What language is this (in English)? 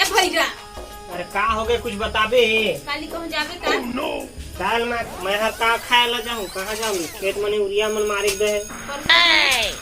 Chhattisgarhi